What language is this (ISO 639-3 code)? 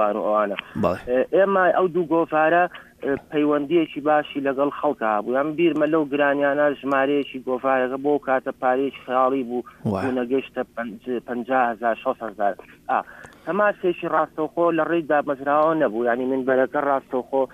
ckb